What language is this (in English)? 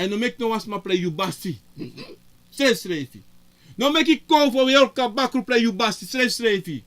Sranan Tongo